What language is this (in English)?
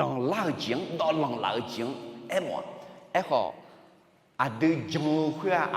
Akha